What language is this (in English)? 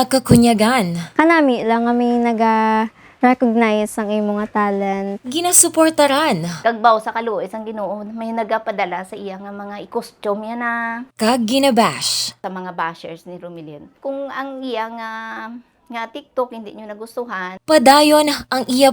Hiligaynon